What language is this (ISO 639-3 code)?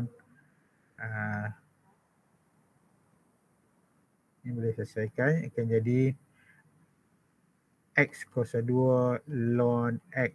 msa